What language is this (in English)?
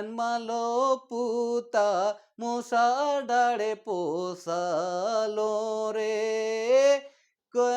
Sadri